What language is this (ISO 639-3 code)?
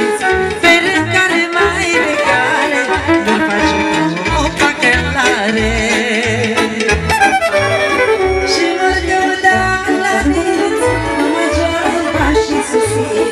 ron